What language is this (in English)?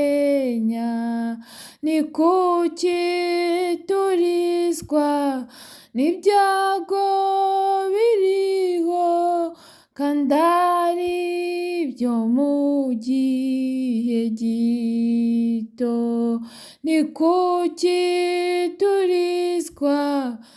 Kinyarwanda